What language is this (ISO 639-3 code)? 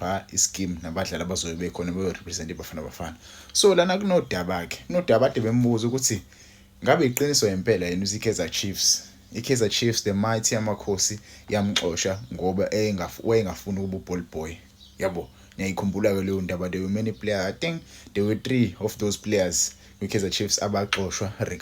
zul